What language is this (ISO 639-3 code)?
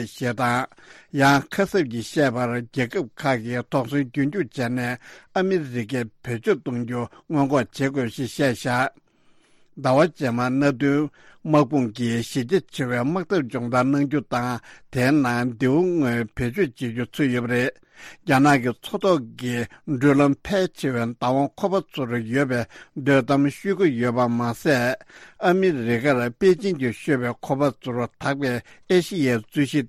bod